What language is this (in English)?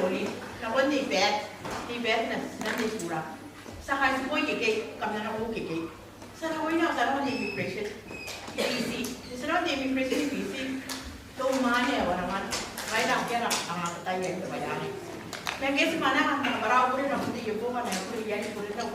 Gilbertese